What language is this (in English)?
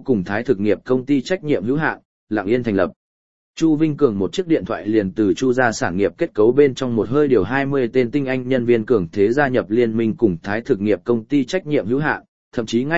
Vietnamese